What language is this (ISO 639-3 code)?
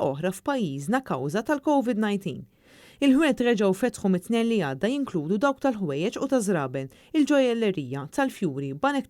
mlt